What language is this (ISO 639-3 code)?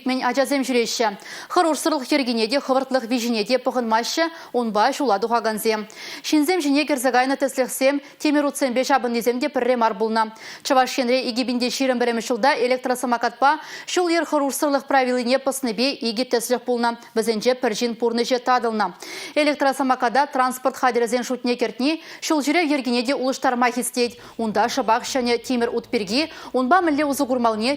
chv